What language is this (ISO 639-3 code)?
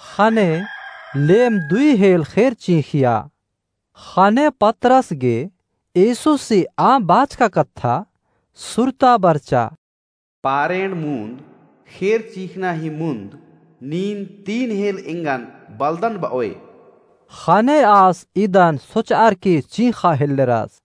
kru